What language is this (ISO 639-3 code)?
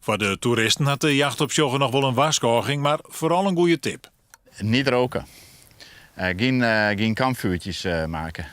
fry